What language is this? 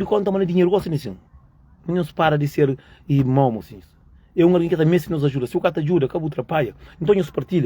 Kabuverdianu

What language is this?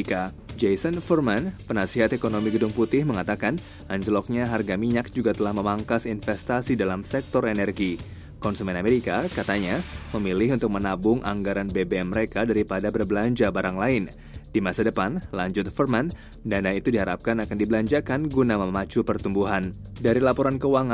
Indonesian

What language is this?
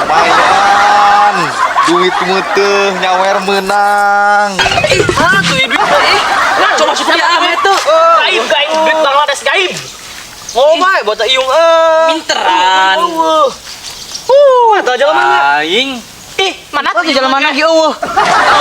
Sundanese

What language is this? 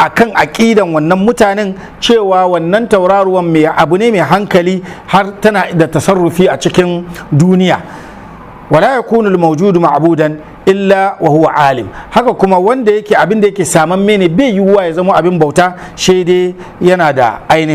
Hausa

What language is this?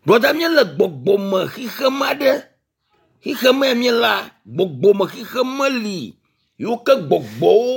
Ewe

